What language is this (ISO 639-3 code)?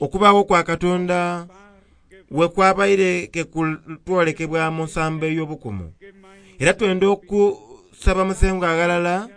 xog